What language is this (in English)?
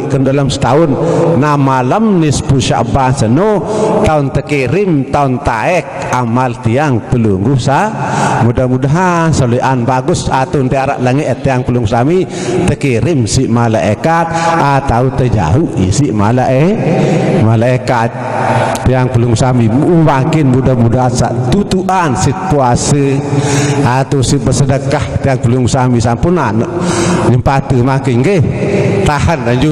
Sasak